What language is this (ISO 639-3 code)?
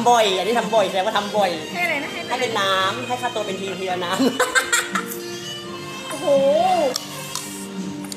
tha